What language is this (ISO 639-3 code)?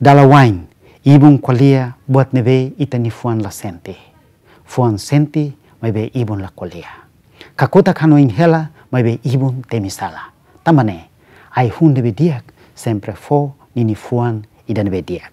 tet